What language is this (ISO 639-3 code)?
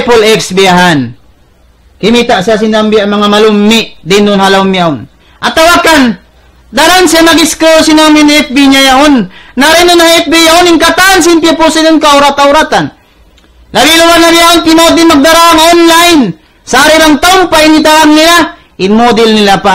tsg